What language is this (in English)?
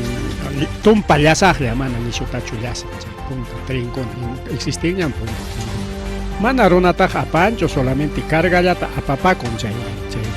Ayacucho Quechua